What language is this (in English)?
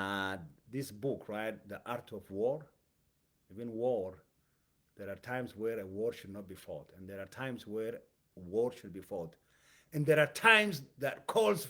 English